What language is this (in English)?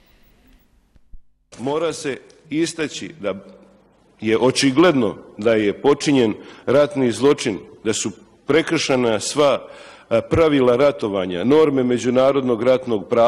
Bosnian